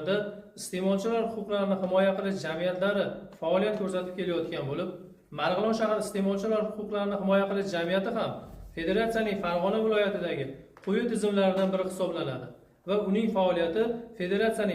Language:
Uzbek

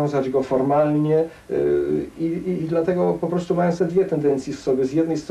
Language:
Polish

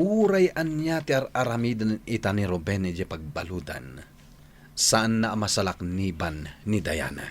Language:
Iloko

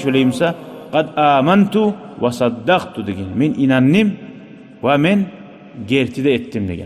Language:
Kumyk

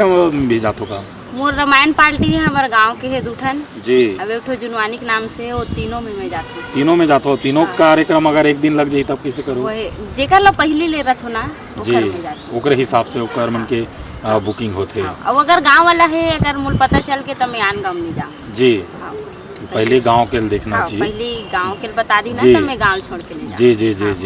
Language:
Chhattisgarhi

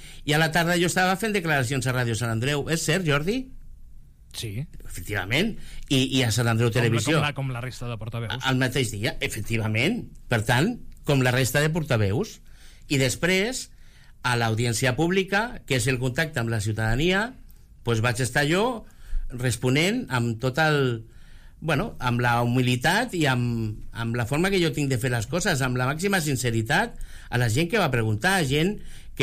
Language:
Catalan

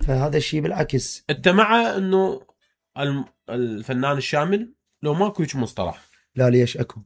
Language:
Mesopotamian Arabic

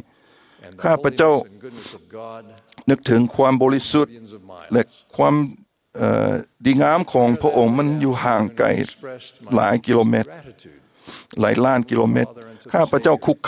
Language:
Thai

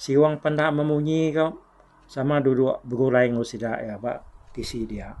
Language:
Iban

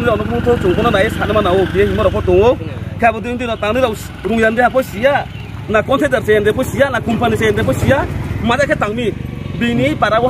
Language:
Riang (India)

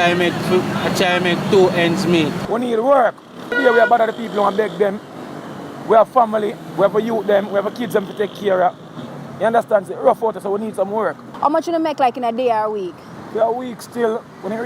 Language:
Jamaican Creole English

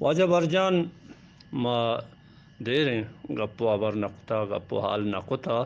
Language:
Eastern Balochi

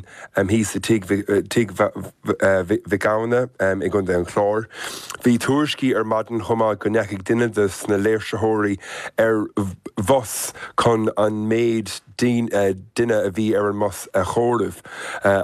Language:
Irish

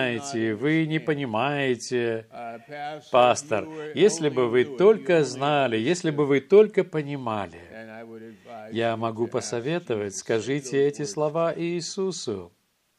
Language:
Russian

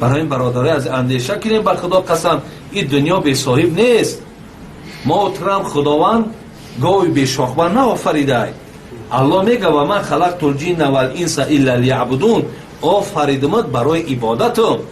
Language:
Tajik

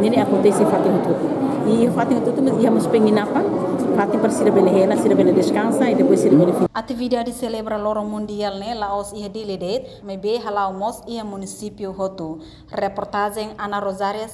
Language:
Tetum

